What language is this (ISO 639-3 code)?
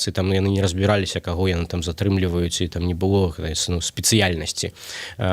bel